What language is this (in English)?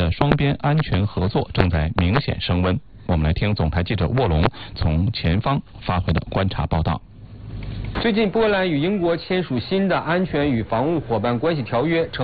Chinese